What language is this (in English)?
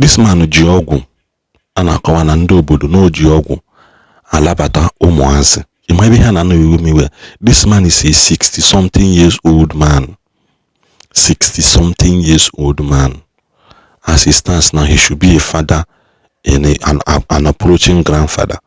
Igbo